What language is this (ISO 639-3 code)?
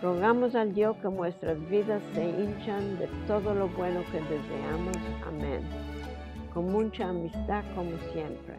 lad